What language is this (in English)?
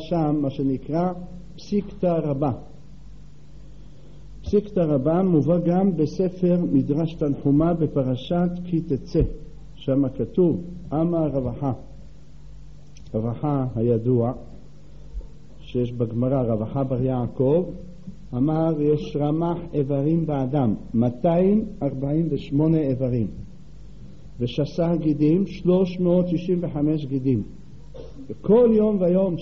Hebrew